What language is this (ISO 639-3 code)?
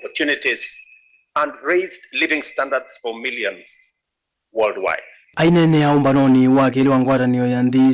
kam